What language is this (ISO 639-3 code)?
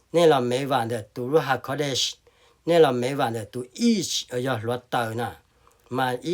hmn